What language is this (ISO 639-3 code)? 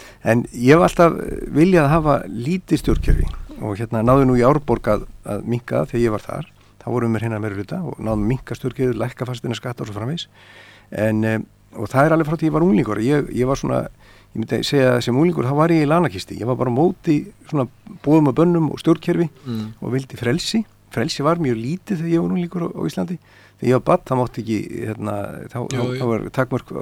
isl